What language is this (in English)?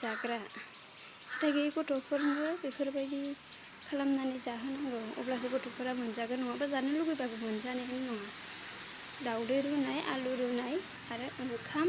Bodo